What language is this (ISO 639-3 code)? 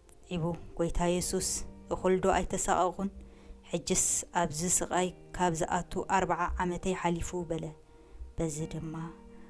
tir